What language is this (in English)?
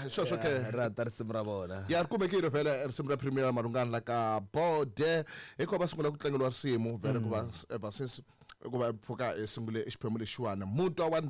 Tsonga